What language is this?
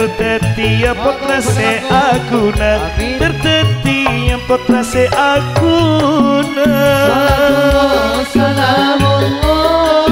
Madurese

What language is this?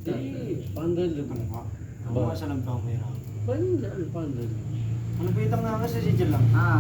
Madurese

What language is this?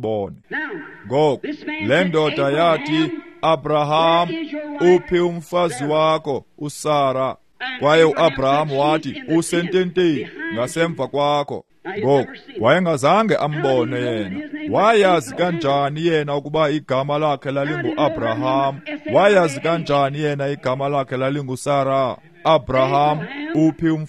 Xhosa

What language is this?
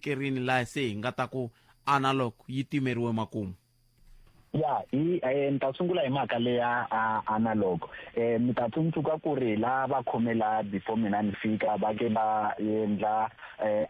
Tsonga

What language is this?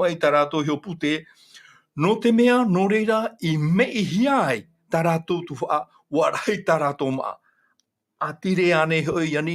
Tahitian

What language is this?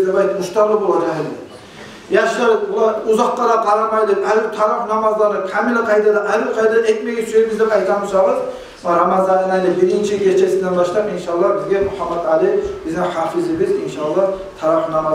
Kumyk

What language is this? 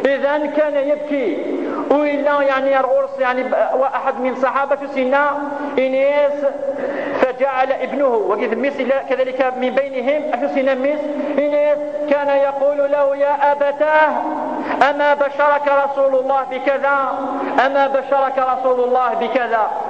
Kabyle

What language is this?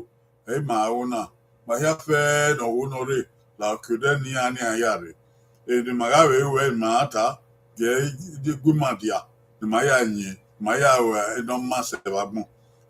Bini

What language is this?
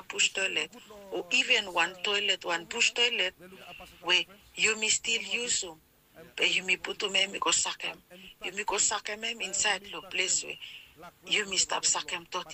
Bislama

